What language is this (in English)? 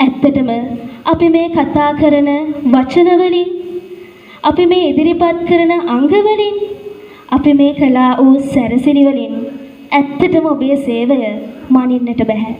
Sinhala